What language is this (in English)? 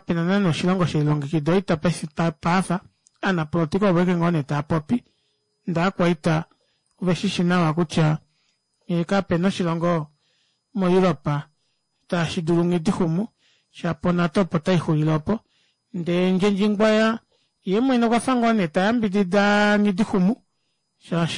Kuanyama